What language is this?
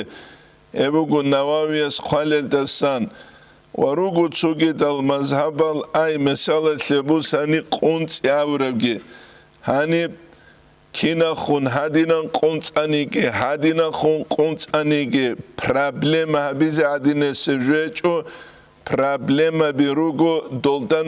Avaric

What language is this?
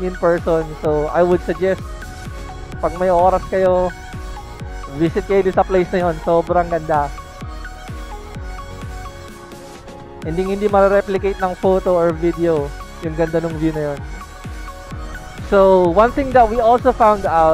Filipino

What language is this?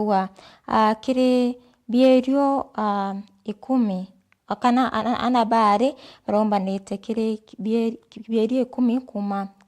Meru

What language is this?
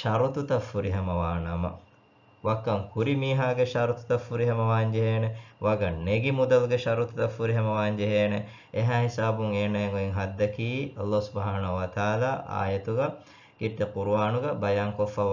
Divehi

